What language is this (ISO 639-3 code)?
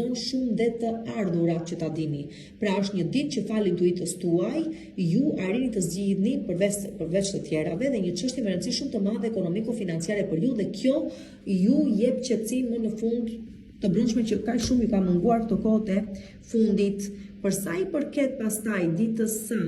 sqi